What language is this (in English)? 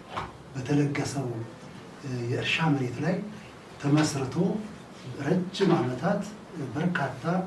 Amharic